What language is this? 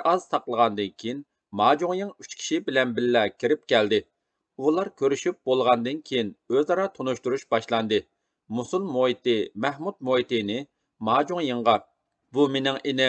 Uyghur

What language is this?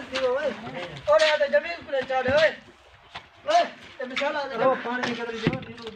Saraiki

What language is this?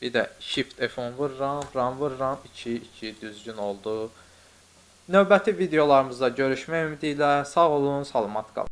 Azerbaijani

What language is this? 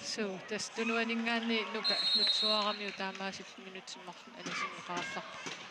Kalaallisut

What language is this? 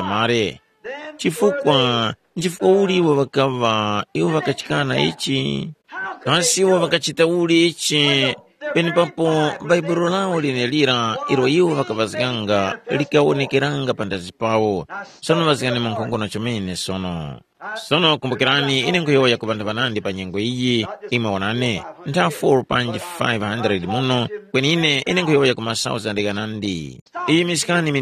Tumbuka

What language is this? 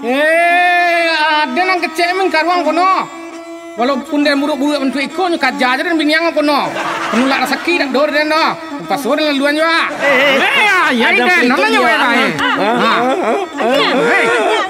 Minangkabau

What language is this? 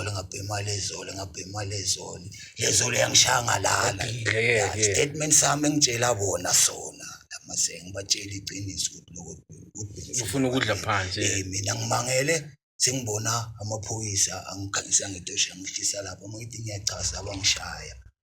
Zulu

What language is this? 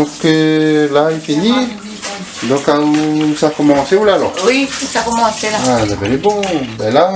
Réunion Creole French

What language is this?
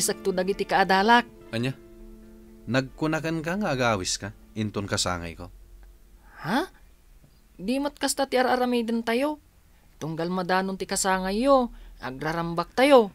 Iloko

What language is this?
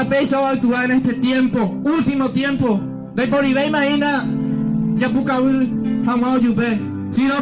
Guarani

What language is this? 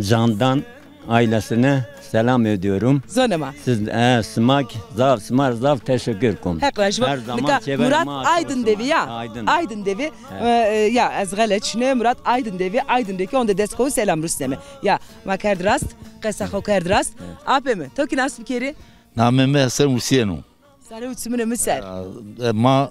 Zaza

